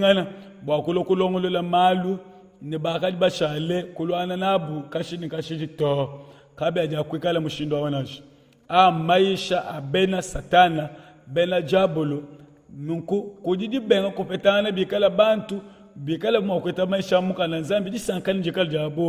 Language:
Luba-Lulua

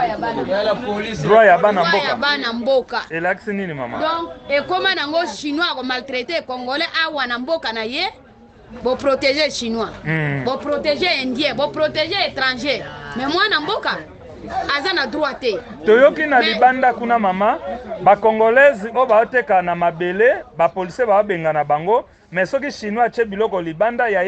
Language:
Lingala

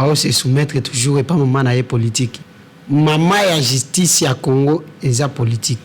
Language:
Lingala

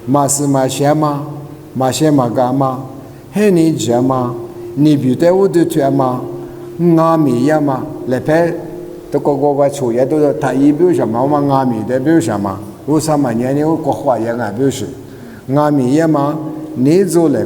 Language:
Lisu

